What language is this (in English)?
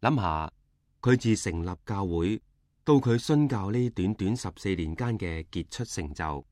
Cantonese